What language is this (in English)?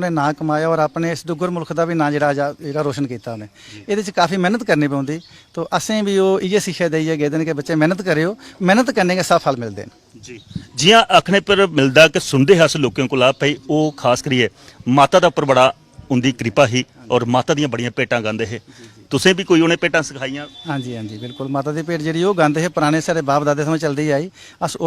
Dogri